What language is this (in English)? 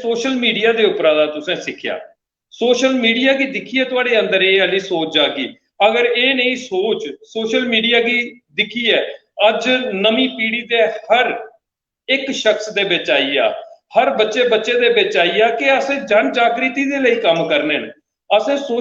Dogri